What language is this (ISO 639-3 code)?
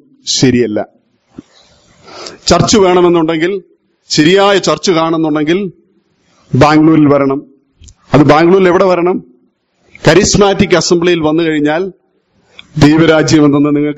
mal